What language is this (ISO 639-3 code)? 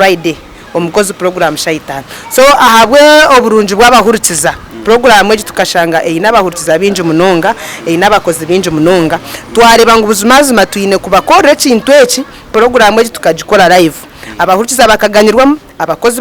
nyn